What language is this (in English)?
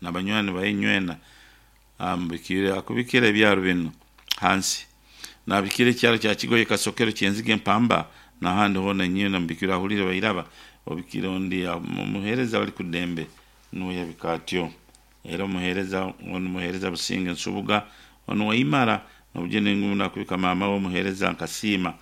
Nyankole